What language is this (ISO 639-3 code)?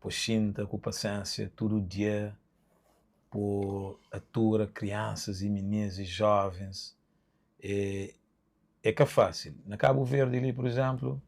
kea